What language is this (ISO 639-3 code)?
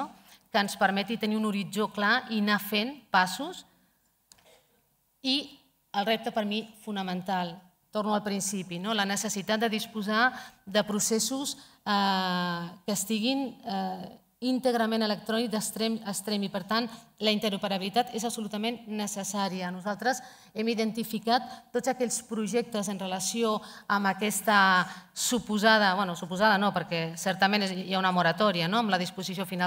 cat